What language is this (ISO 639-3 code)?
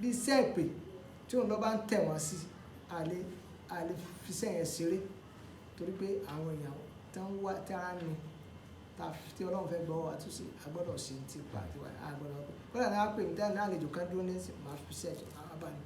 yor